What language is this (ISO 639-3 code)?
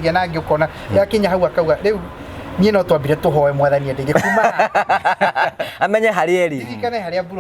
kik